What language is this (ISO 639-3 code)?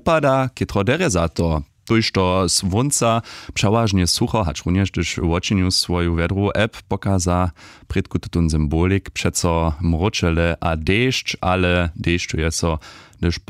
hsb